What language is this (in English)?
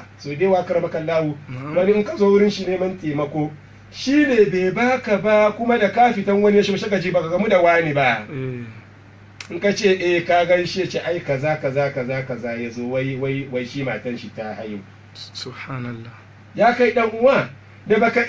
Hausa